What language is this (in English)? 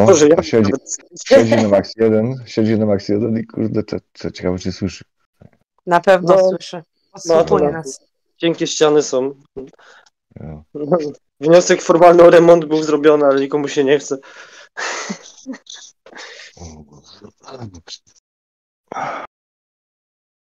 Polish